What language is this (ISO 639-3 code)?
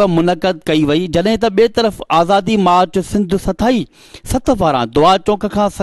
snd